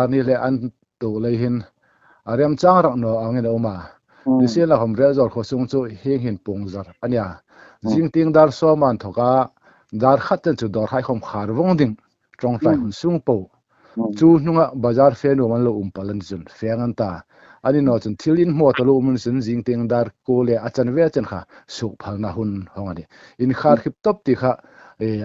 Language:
Hmar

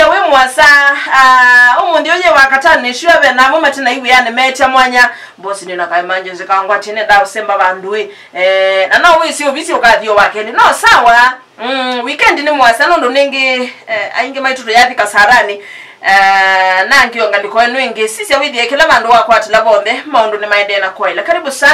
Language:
Kamba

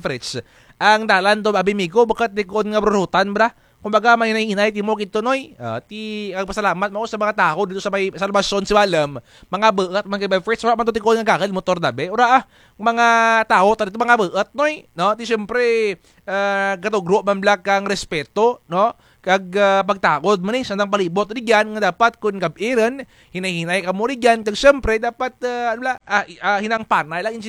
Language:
Kinaray-a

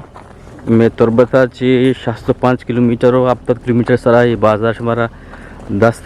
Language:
Eastern Balochi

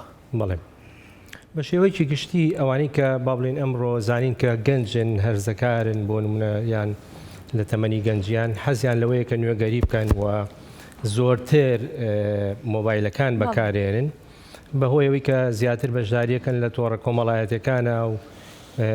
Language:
Central Kurdish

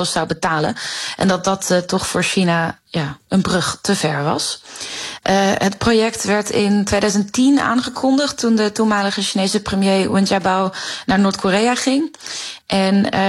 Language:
Dutch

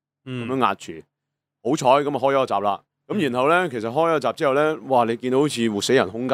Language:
Cantonese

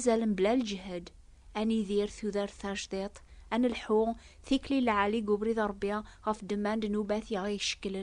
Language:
Kabyle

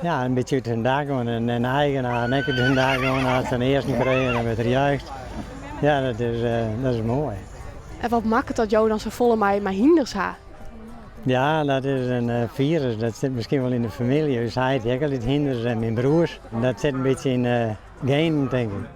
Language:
Western Frisian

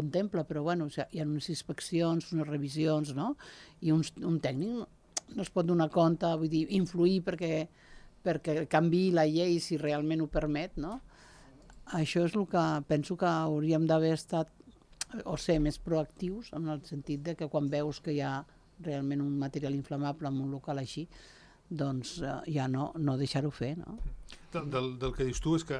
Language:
Catalan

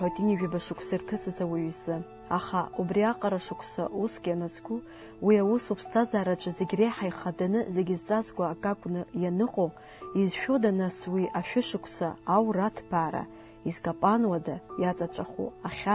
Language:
Abkhazian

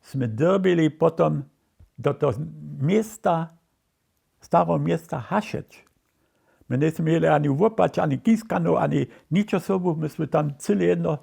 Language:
Upper Sorbian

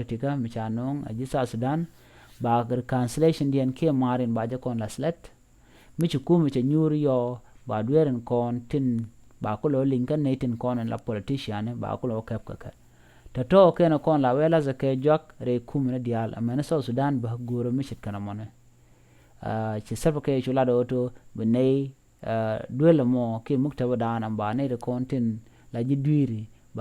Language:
Nuer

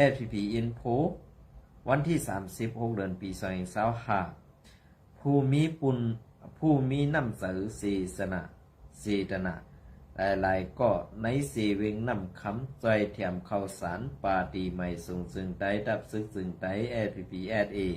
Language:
Shan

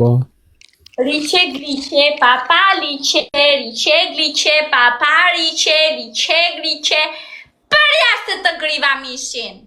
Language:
Albanian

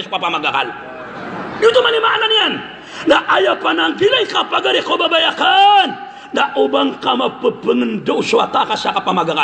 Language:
Maranao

